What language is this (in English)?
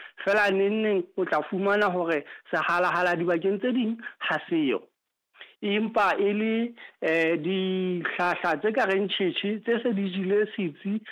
Southern Sotho